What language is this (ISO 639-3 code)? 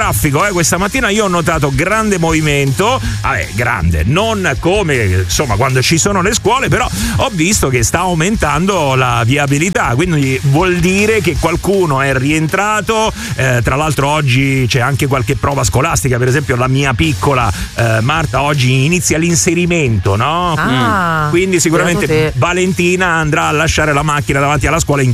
ita